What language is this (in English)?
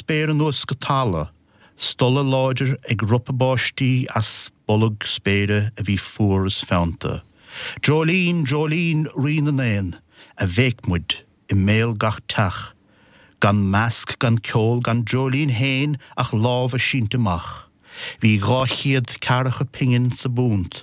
Irish